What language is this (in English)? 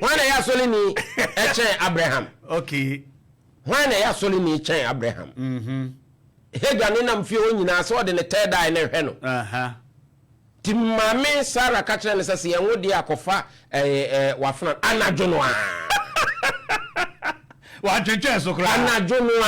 Akan